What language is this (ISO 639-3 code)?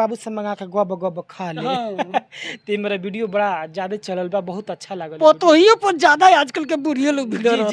bho